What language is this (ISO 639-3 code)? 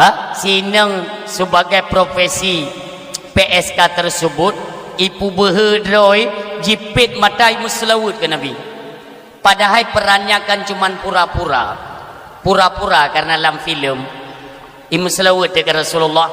ace